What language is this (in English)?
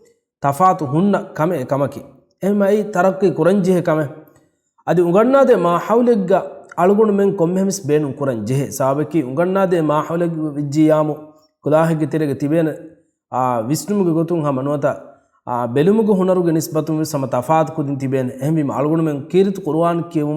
Divehi